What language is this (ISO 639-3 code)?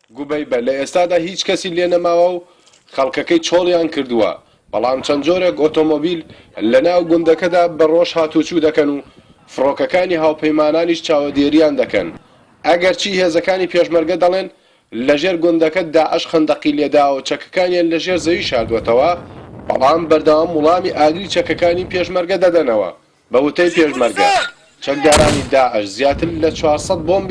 ckb